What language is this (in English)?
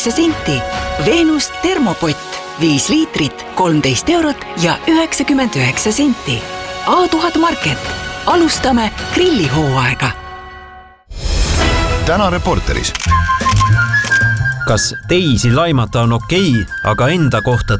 Estonian